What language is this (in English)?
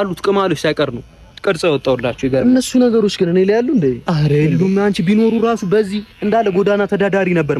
Amharic